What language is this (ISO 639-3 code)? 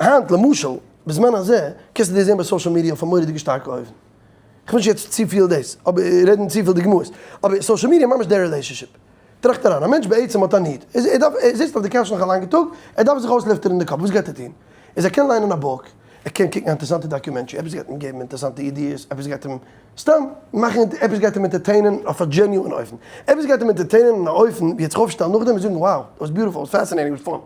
yid